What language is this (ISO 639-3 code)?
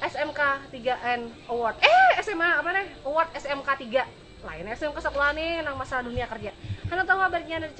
bjn